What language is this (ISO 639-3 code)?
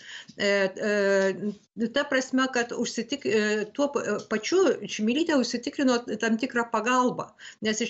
lit